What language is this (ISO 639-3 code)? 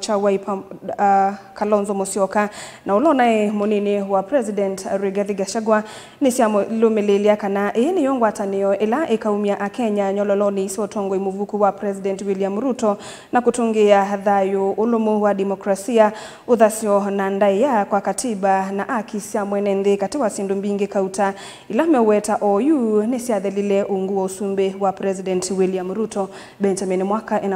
kam